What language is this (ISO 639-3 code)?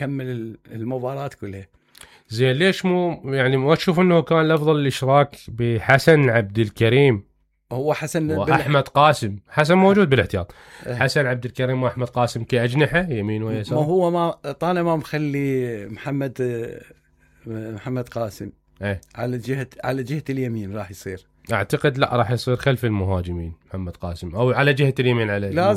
acm